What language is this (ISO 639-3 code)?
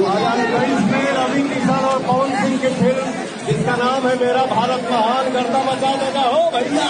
bho